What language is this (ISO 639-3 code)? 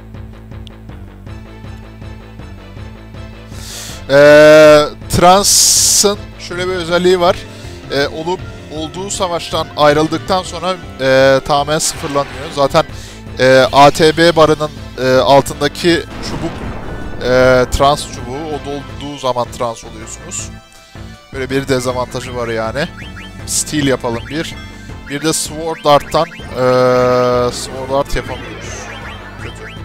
tur